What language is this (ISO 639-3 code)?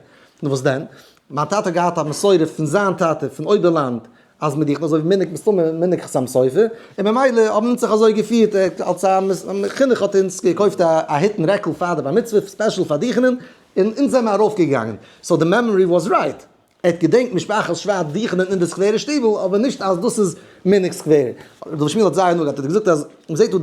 yid